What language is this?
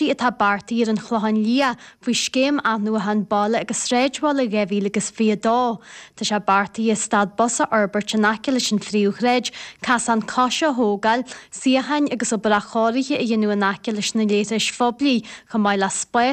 Irish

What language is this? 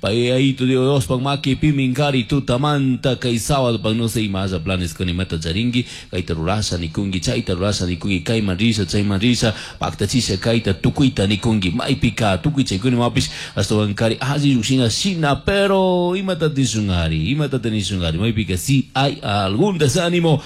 Chimborazo Highland Quichua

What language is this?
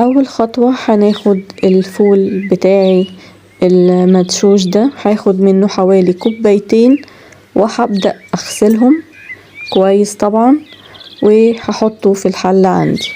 Egyptian Arabic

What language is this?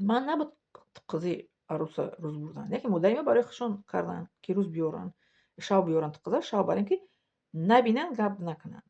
Tajik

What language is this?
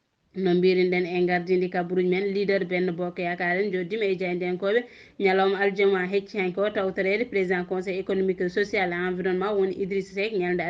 Fula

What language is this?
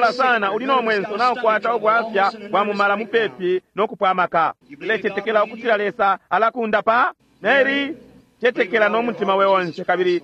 Bemba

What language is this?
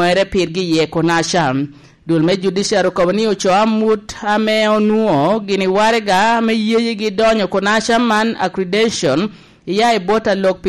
Lango (Uganda)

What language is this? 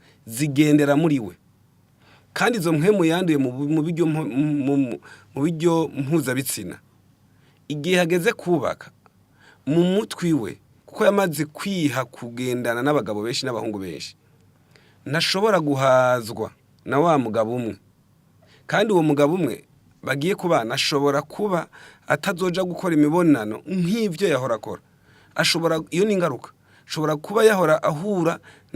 Rundi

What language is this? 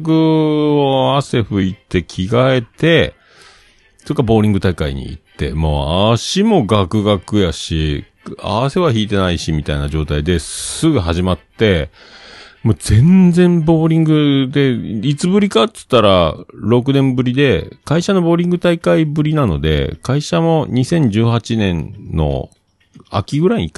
Japanese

